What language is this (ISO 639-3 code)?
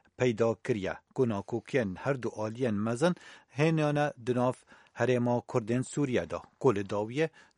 kur